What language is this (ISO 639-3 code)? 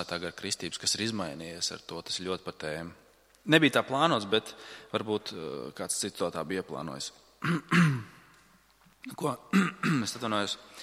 lav